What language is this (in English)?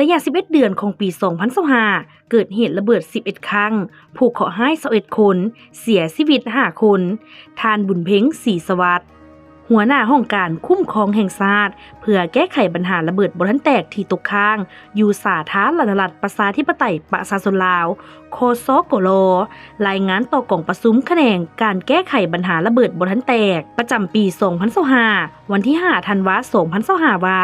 Lao